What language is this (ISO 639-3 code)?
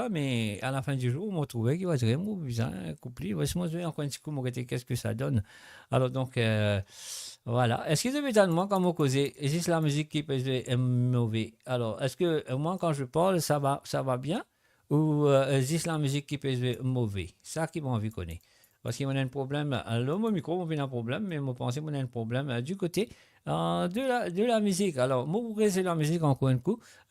mfe